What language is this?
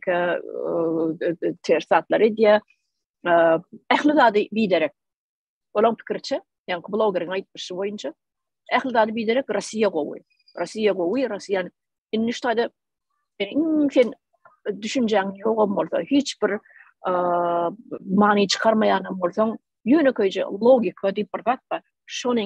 Turkmen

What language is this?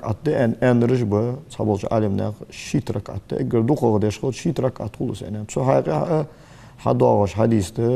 Ingush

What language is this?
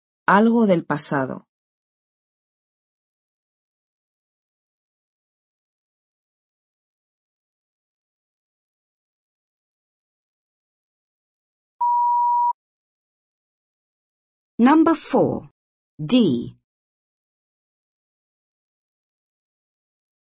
Spanish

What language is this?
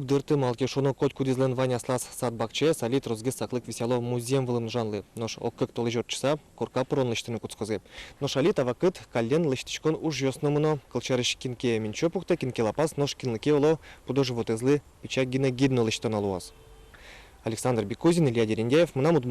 Udmurt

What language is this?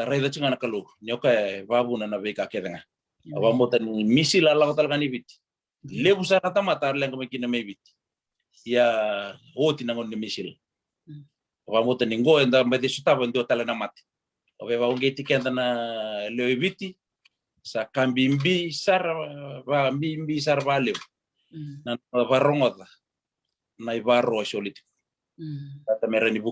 Fijian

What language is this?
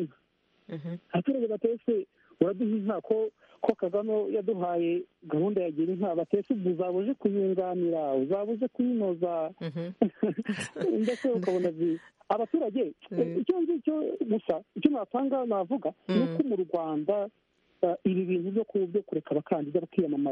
Kinyarwanda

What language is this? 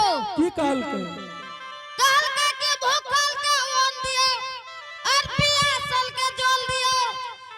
Angika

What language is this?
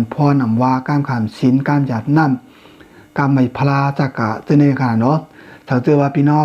Shan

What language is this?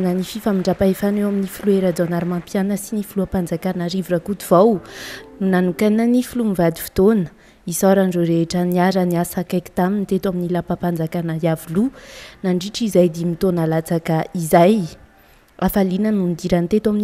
Malagasy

